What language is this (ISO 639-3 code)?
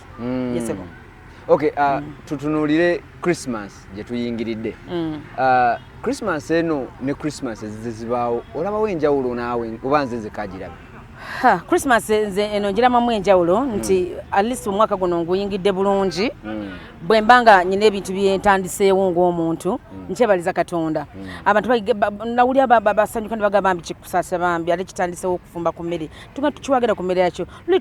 lug